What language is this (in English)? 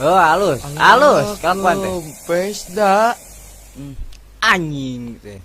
Sundanese